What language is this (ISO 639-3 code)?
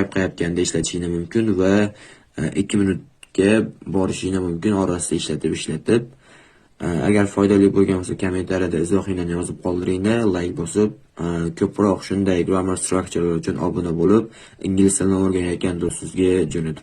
uzb